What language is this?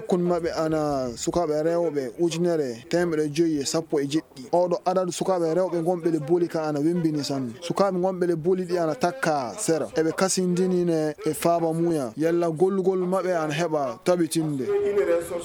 Fula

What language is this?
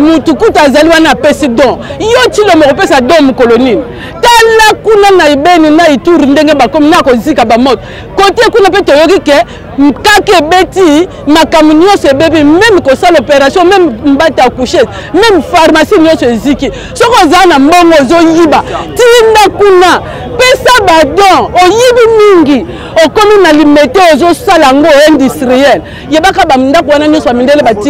Lingala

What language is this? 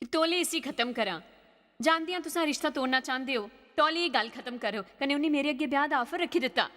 Dogri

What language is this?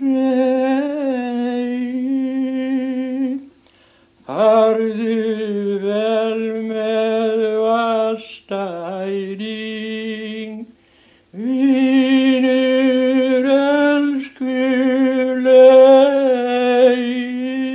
Icelandic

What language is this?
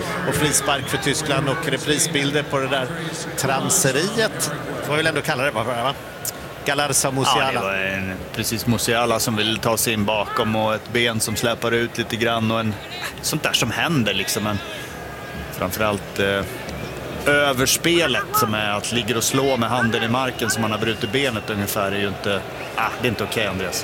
Swedish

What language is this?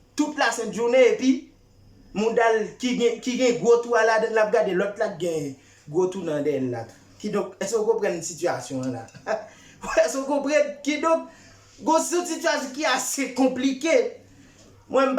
Haitian Creole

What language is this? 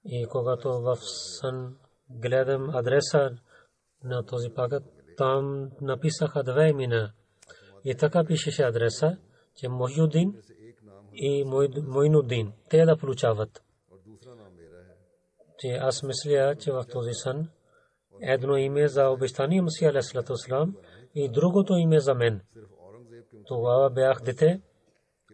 Bulgarian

